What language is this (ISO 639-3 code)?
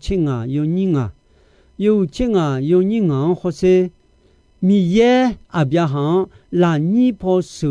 ahk